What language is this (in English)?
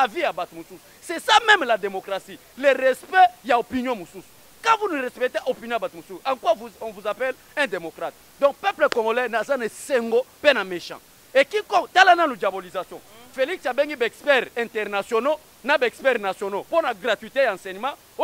Lingala